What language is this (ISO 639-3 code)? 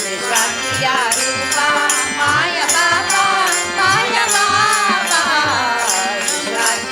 kok